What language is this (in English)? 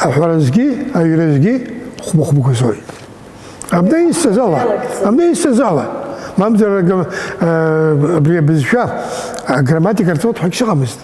Abkhazian